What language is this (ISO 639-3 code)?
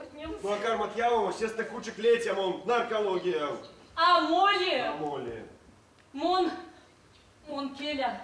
myv